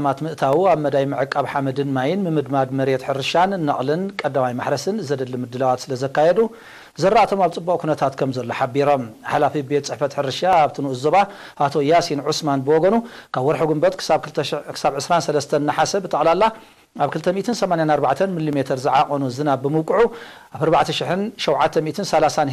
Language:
Tigrinya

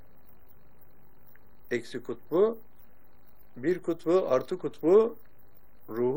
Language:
Turkish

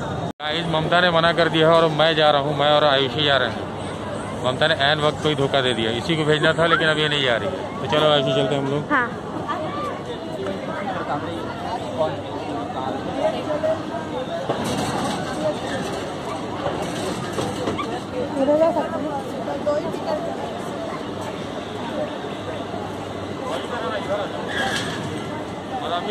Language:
Hindi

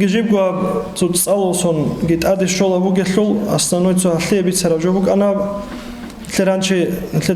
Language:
Avaric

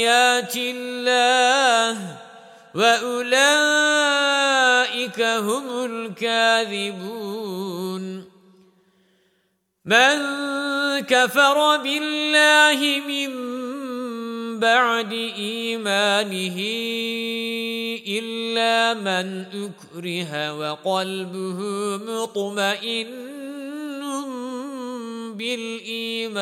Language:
Arabic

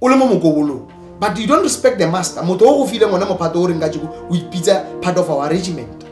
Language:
Tswana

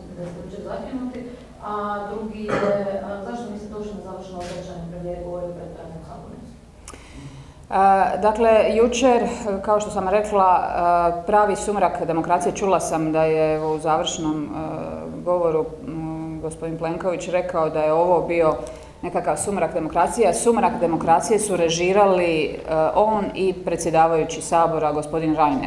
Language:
Croatian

